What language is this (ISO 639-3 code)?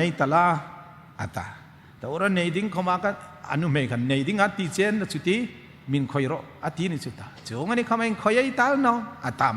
hmr